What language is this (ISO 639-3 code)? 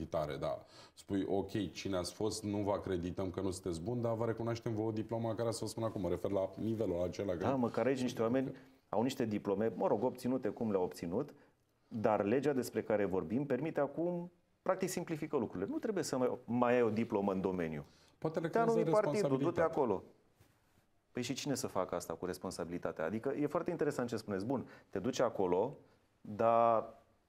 ron